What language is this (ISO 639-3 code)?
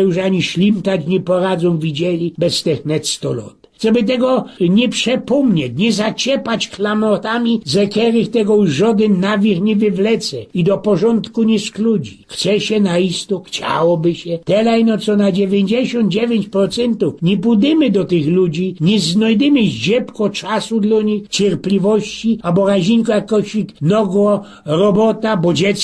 szl